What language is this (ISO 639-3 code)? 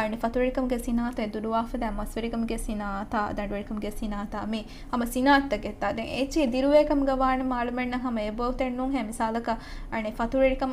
div